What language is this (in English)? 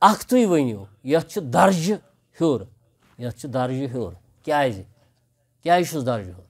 Kashmiri